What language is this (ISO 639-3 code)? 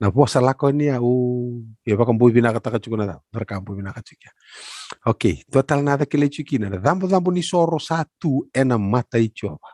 fij